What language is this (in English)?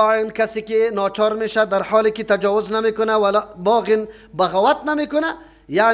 Persian